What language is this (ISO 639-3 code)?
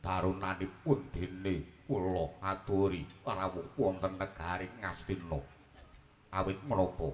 jav